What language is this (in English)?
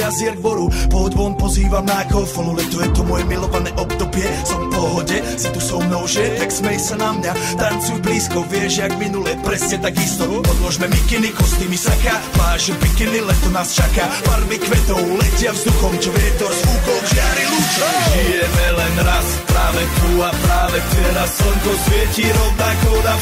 Slovak